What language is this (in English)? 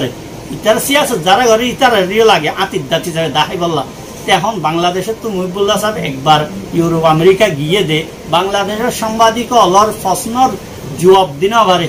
Rohingya